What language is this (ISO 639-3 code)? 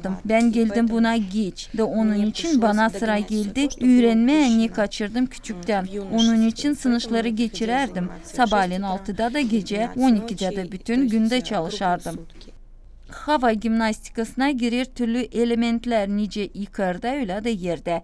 gag